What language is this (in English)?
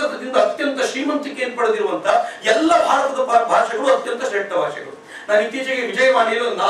Kannada